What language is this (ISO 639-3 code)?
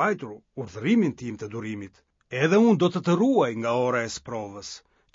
sqi